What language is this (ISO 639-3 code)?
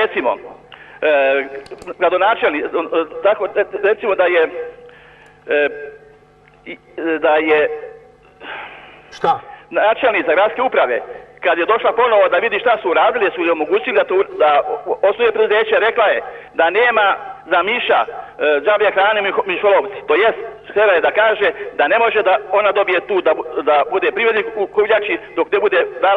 srp